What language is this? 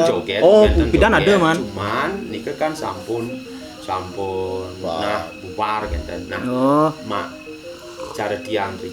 Balinese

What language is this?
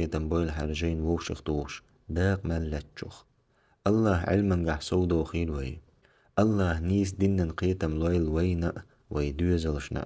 Chechen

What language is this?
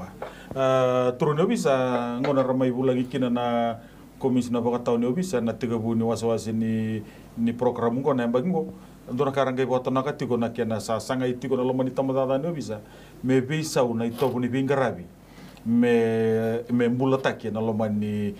Fijian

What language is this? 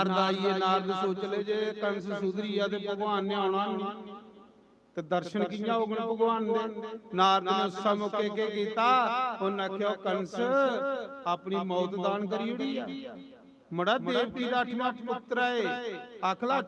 Dogri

